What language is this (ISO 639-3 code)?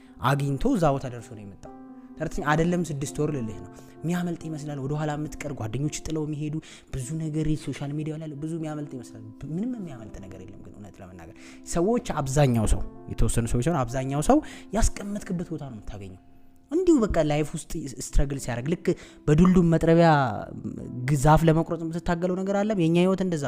amh